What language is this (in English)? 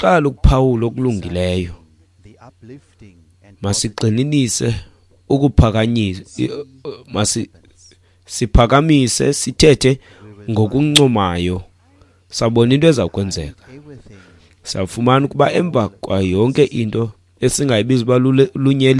Xhosa